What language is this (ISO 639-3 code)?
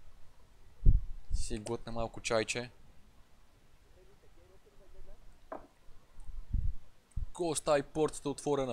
bul